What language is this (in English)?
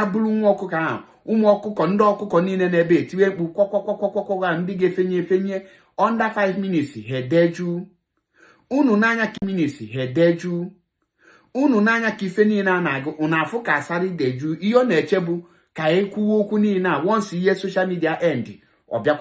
Igbo